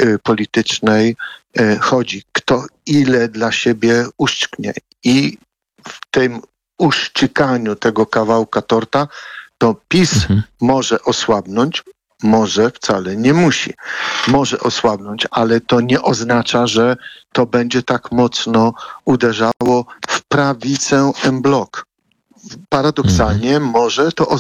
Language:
Polish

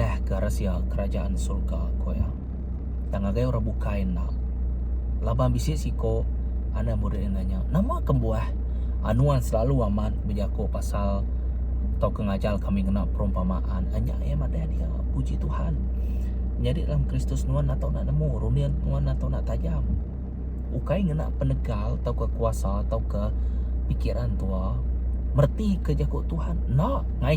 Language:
Iban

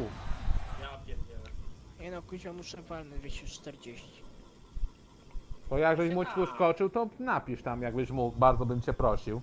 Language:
Polish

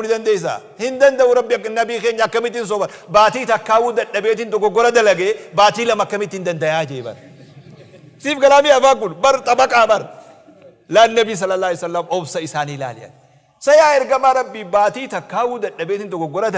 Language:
Oromo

